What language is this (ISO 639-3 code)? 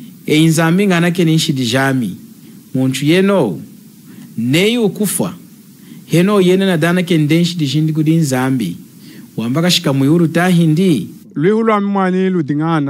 lun